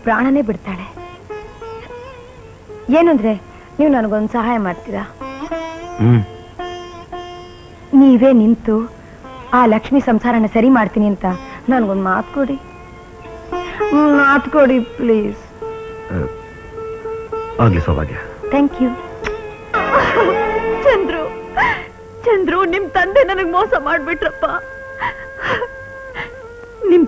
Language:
Kannada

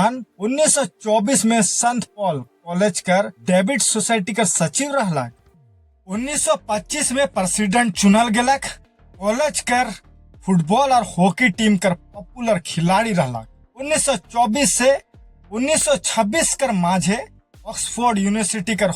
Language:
Sadri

